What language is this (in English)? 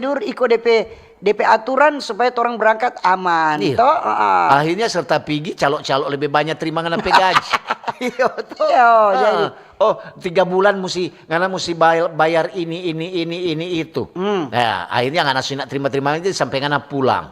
Manado Malay